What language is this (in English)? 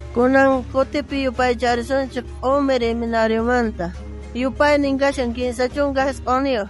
South Bolivian Quechua